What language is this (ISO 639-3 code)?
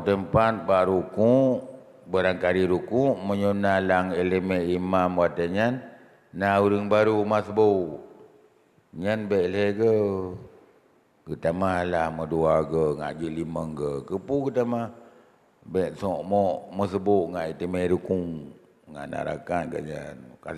ace